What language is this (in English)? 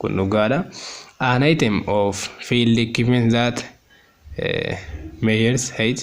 Oromo